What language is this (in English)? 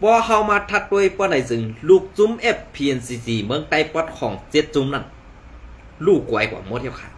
Shan